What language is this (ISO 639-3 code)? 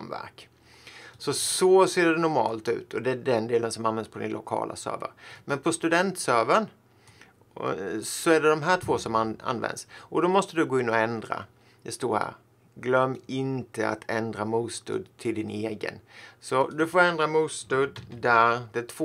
swe